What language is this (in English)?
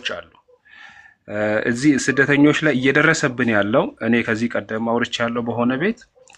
Amharic